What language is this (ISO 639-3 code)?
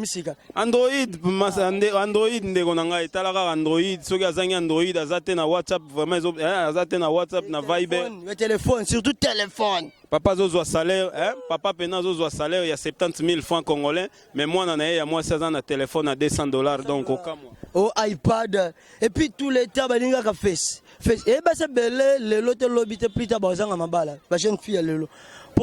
lin